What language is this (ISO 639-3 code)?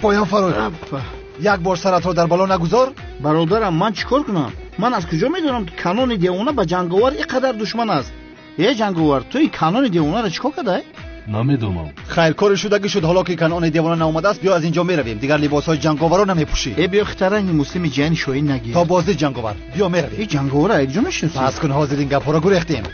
tgk